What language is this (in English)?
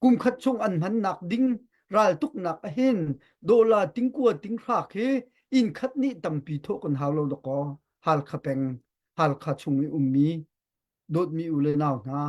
Hakha Chin